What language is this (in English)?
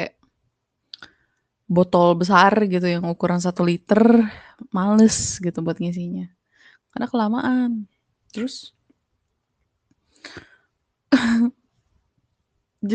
Indonesian